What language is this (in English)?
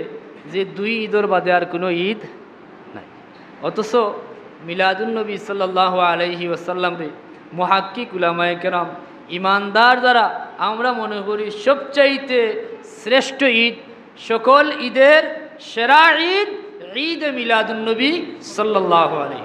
Sylheti